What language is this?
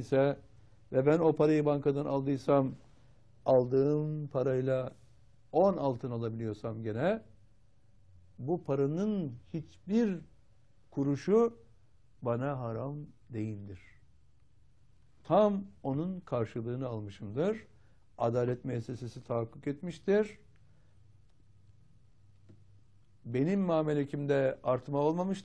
Turkish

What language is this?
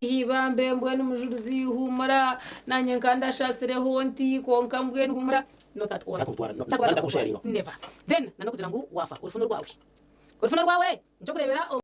Nyankole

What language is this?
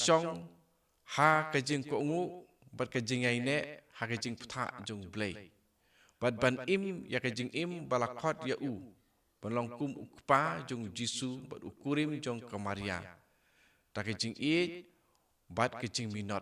Khasi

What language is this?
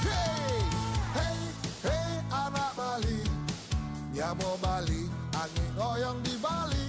Balinese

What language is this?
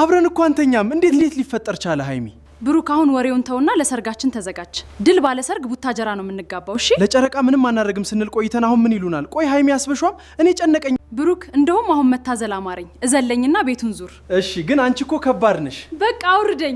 Amharic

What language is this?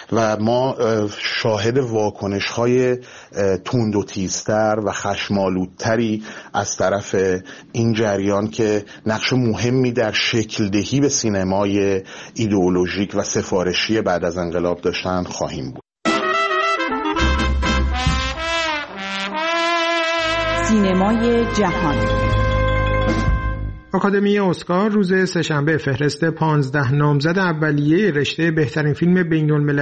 Persian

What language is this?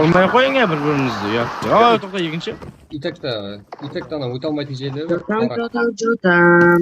Kara-Kalpak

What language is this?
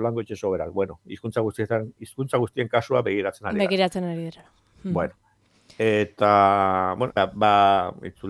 Basque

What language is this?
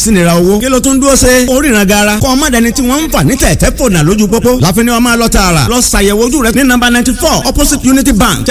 Yoruba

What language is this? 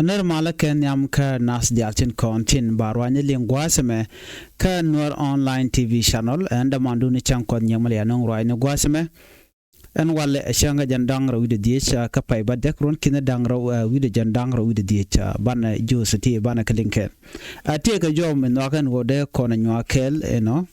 Nuer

